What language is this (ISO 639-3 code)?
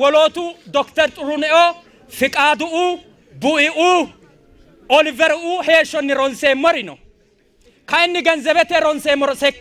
sid